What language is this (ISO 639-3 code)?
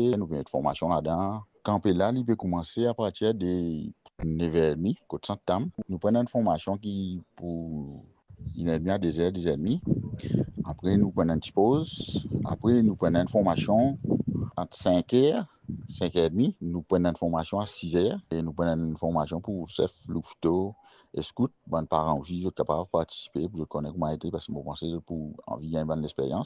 mfe